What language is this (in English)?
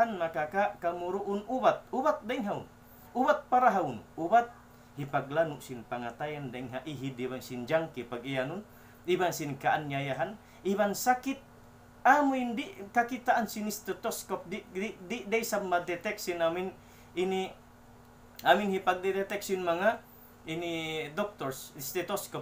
Tausug